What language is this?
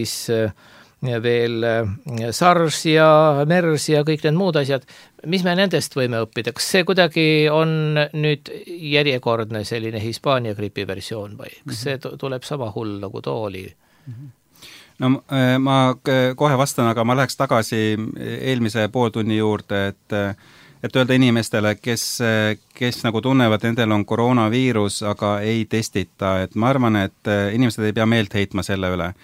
Estonian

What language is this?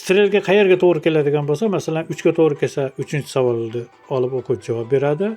Uzbek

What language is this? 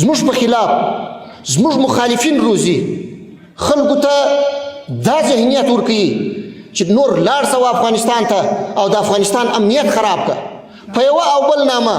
Pashto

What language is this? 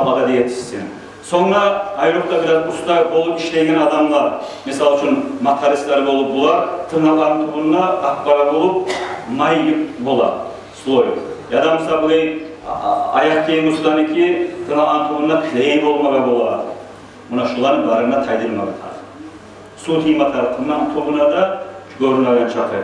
Kumyk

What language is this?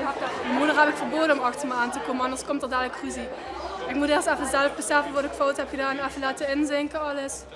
Limburgish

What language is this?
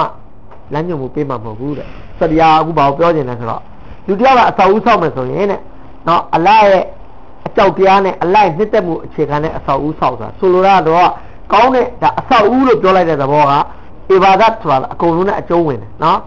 Burmese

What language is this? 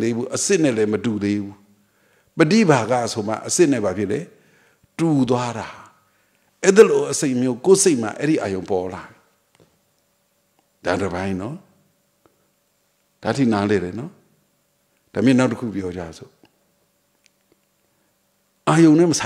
Burmese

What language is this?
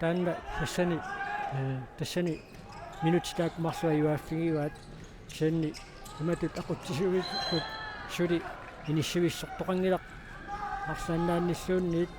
Kalaallisut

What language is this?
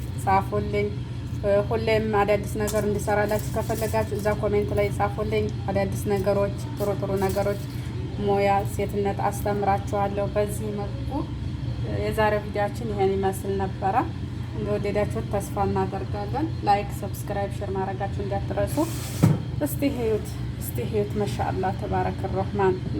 Amharic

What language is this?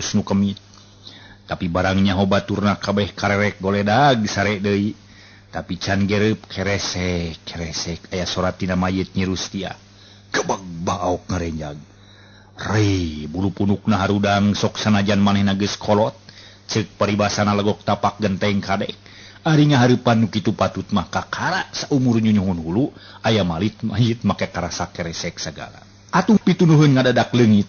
Sundanese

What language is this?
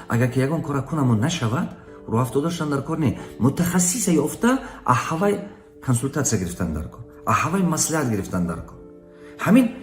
Tajik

